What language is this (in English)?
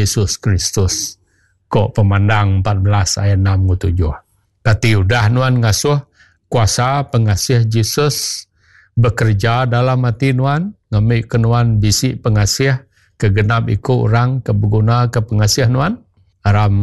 Iban